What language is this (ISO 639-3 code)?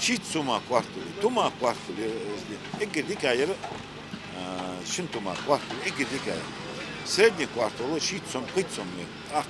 inh